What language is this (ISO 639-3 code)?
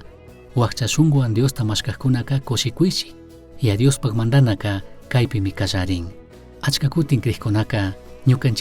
qug